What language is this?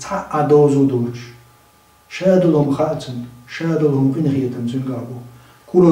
Chechen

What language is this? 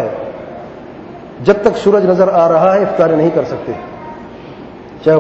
Urdu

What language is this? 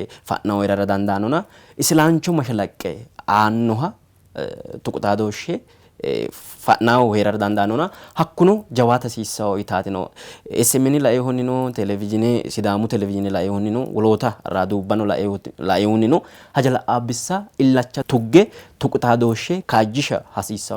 Sidamo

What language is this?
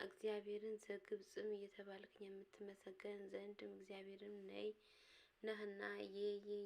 Amharic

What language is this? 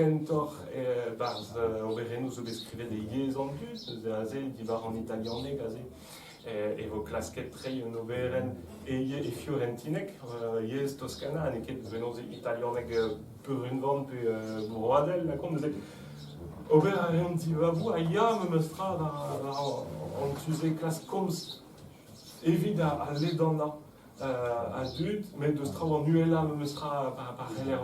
Breton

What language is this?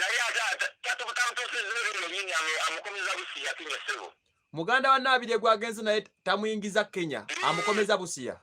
Ganda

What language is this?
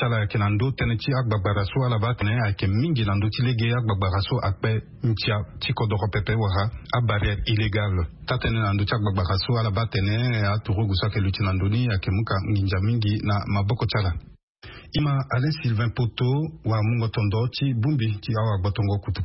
Sango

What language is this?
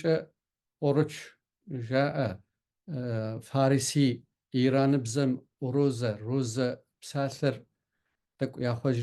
Kabardian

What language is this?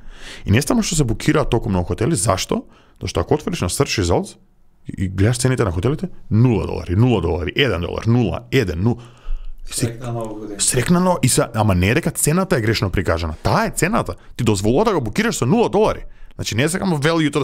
Macedonian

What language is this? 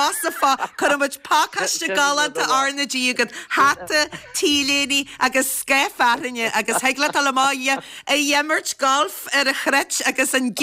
Irish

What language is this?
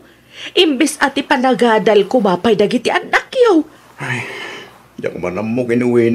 Iloko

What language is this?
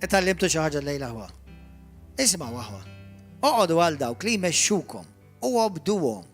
Maltese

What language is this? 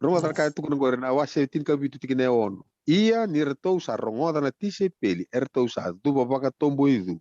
Fijian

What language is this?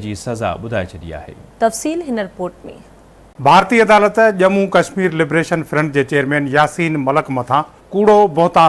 Sindhi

